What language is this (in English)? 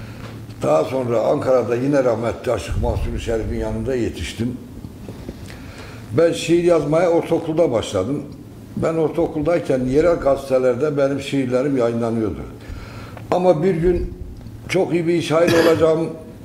Turkish